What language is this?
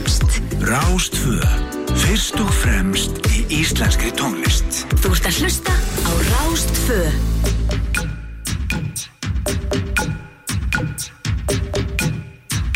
Icelandic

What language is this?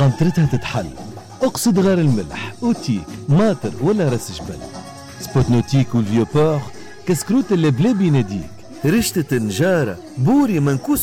Tunisian Arabic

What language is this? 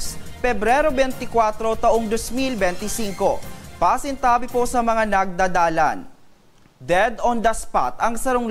Bikol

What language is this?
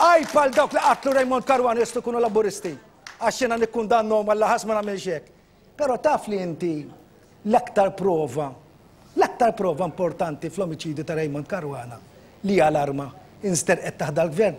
Maltese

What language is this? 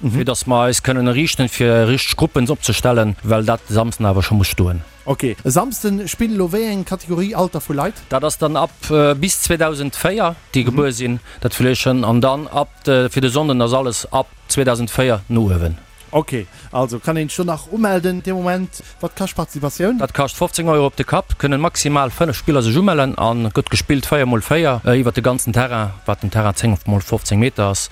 Luxembourgish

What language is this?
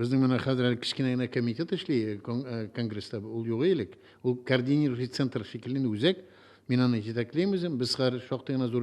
Tatar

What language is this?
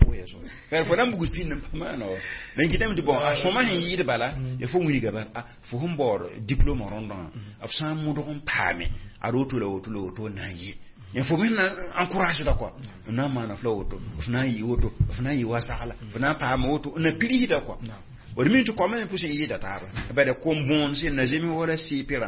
Mossi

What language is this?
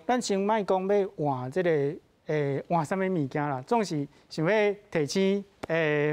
Min Nan Chinese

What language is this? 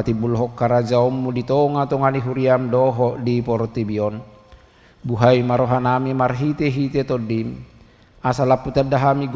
Batak Toba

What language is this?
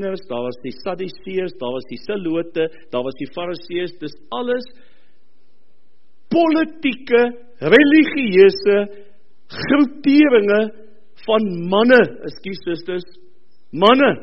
Afrikaans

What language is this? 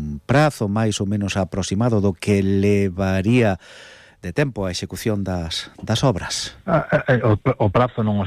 Galician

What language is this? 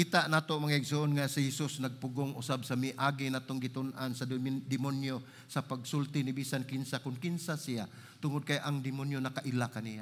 Cebuano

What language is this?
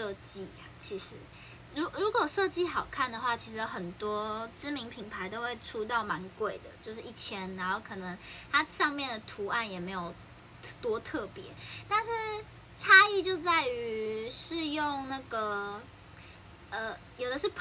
Chinese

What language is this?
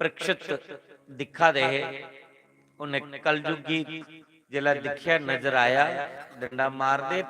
Dogri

